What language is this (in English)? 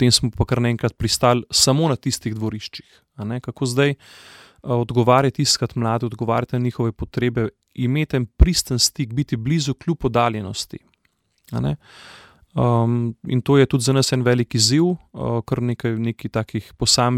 Slovenian